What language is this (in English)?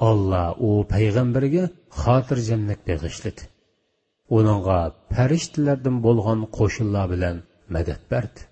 Uyghur